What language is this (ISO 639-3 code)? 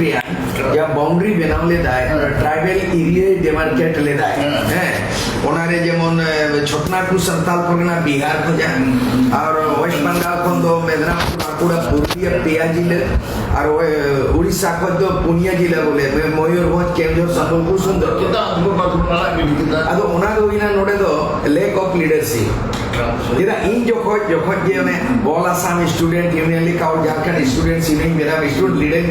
sat